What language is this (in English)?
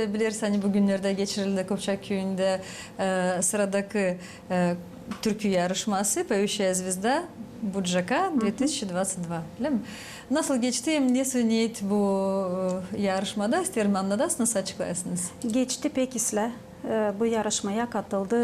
Gagauz